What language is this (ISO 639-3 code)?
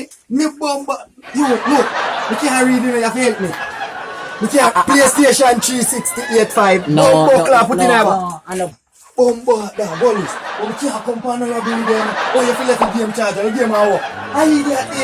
jam